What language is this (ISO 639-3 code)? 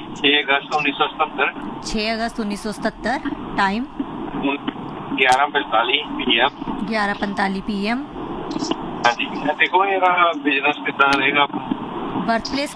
pan